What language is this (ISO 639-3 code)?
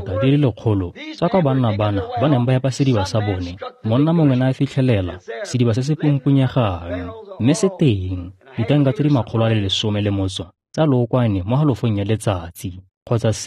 tsn